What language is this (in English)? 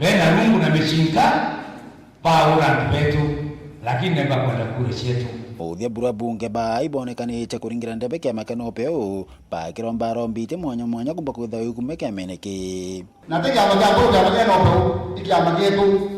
Meru